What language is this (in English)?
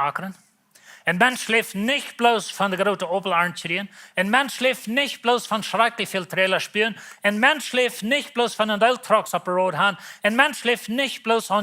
Plautdietsch